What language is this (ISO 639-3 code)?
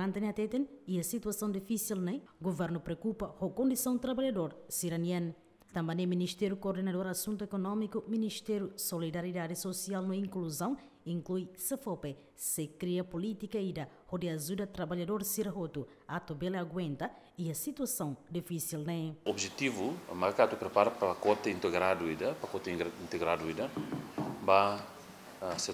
tet